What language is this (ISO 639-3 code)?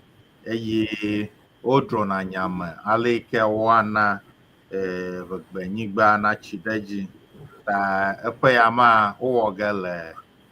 ewe